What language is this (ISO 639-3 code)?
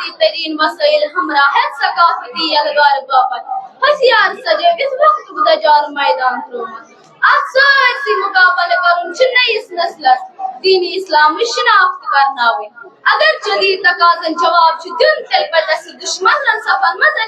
kas